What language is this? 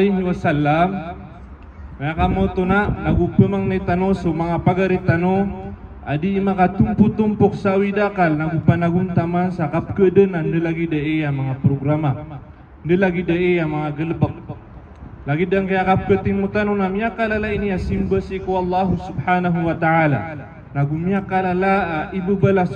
Maranao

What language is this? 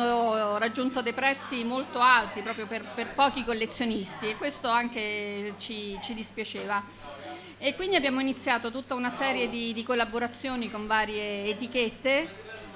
Italian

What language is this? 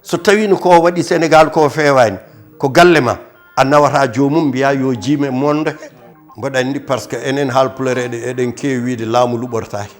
Fula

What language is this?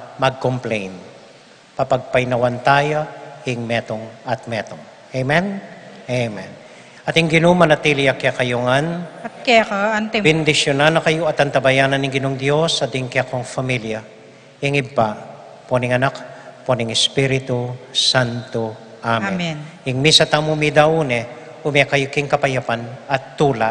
Pampanga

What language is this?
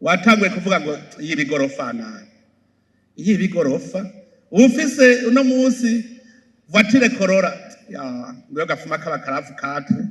Rundi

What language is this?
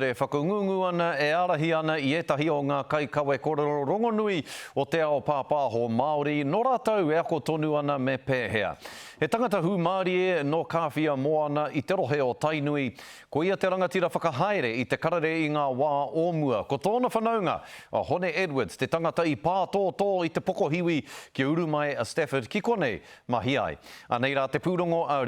Māori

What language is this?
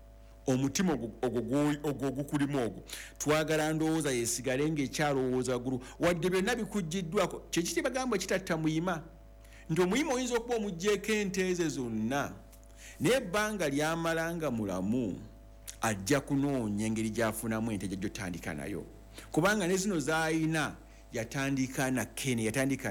Ganda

